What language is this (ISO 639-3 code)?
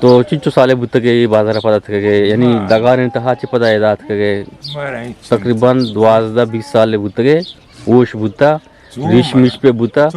bgp